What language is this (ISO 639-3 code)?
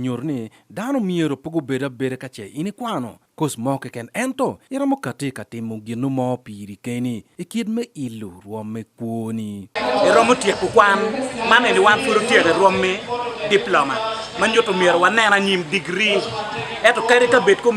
ach